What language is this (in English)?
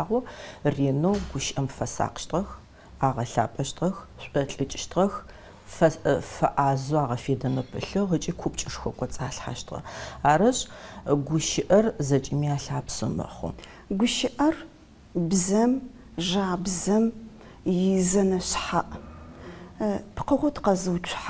Adyghe